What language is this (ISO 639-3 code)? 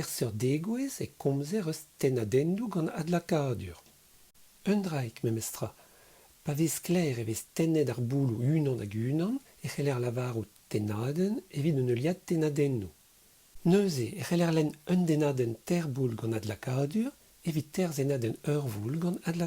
bre